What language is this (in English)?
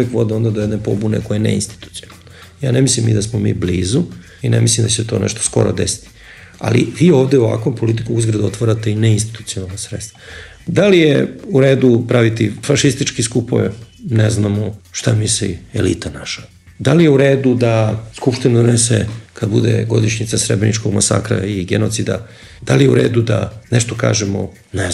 Serbian